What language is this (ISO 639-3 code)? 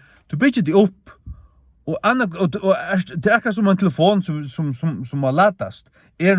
fao